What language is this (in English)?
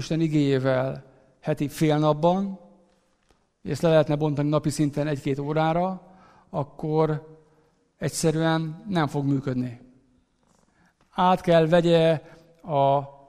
Hungarian